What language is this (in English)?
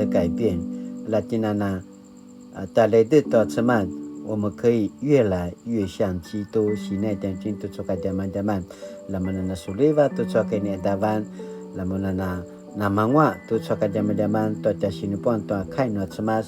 Paiwan